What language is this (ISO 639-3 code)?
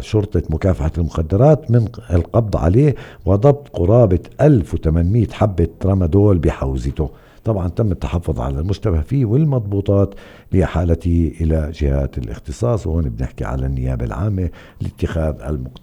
apc